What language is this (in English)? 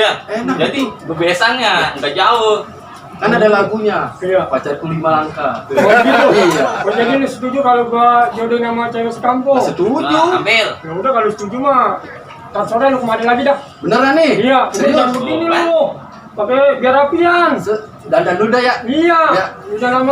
Betawi